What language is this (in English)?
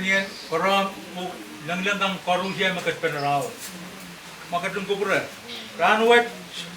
Pohnpeian